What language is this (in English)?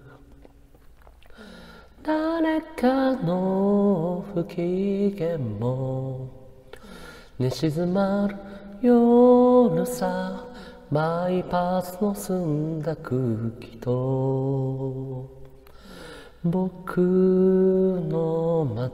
Japanese